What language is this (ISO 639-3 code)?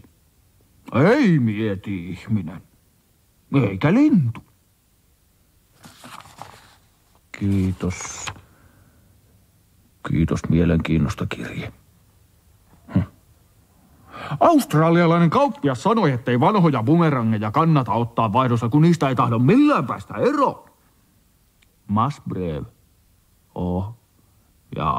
fin